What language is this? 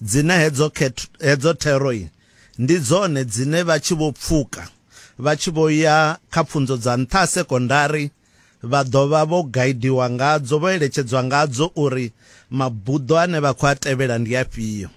Venda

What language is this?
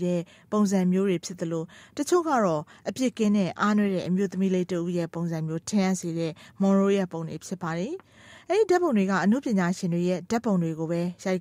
Burmese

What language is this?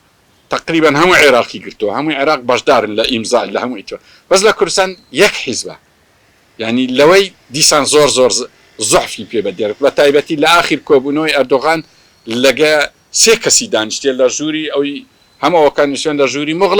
Central Kurdish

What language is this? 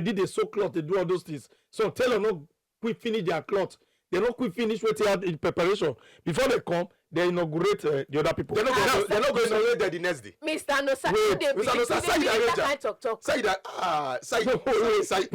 Nigerian Pidgin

